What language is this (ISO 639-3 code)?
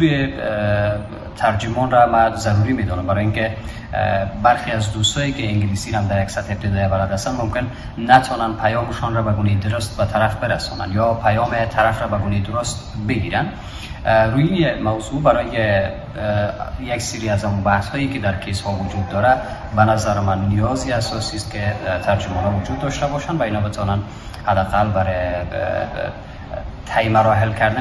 fas